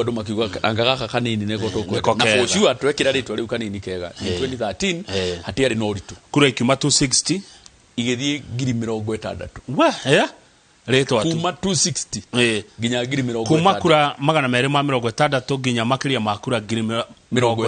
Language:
Kikuyu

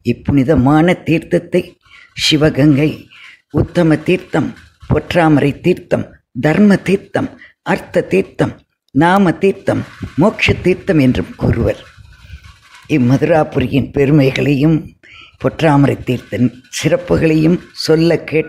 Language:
Tamil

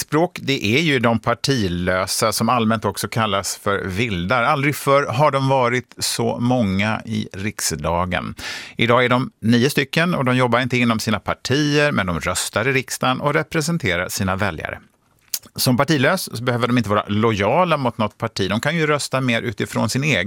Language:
Swedish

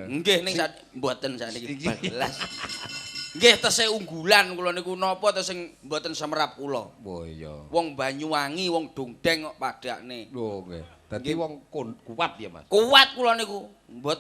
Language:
Javanese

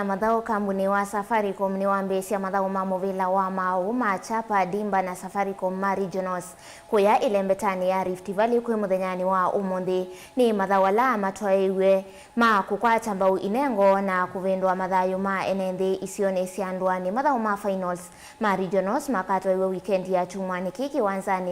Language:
Kamba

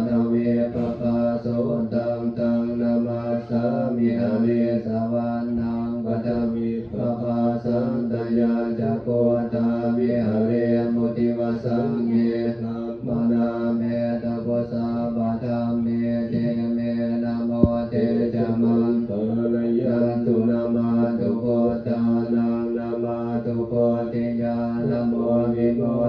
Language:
Pali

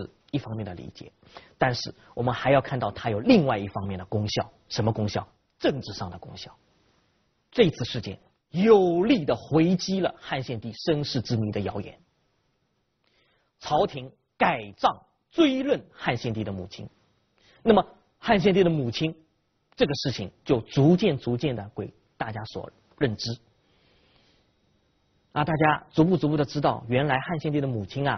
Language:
Chinese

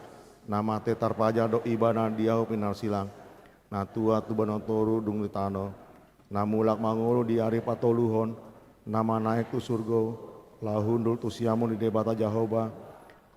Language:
Batak Toba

